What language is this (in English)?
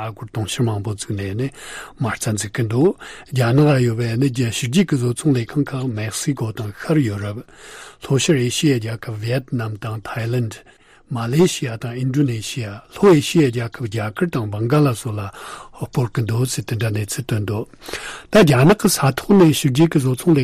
Tibetan